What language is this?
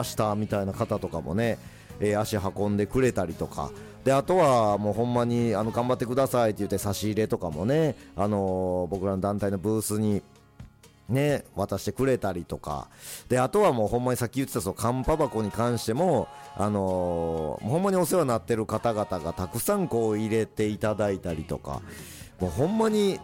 Japanese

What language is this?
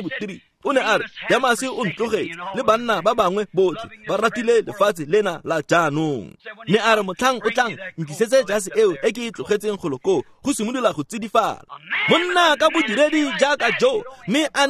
Tswana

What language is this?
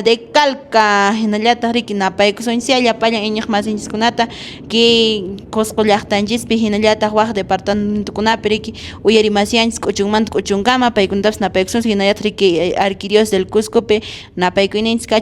Quechua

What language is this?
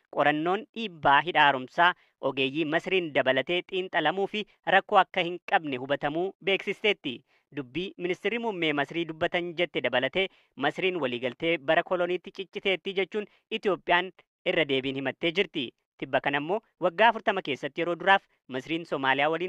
Oromo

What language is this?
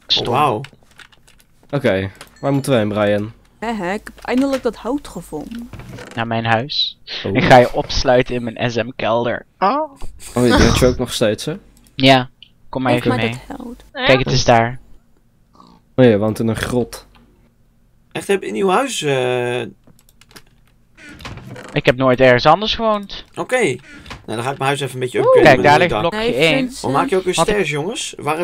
Dutch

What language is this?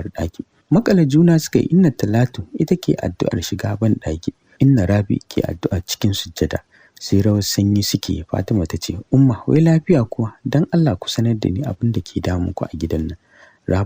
Hausa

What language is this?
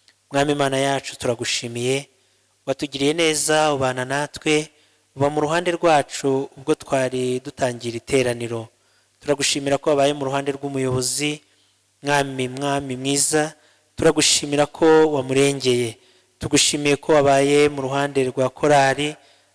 Kinyarwanda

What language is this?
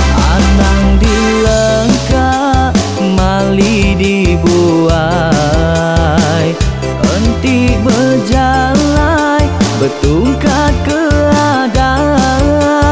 Iban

